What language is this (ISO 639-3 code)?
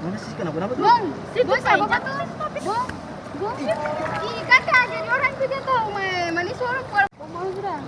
abs